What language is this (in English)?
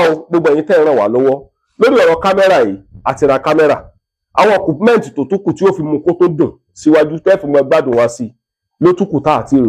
Yoruba